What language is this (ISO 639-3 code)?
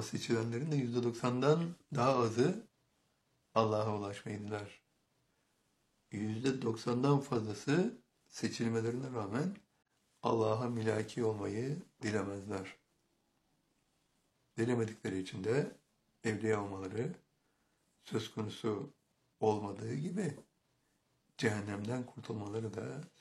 tur